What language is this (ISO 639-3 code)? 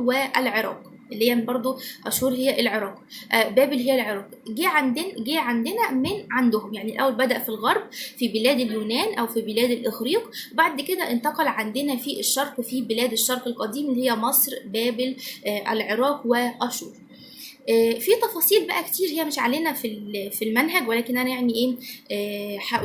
arz